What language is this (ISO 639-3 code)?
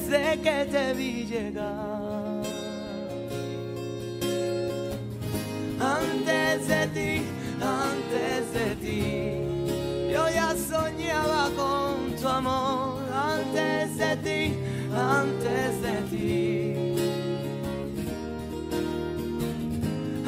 spa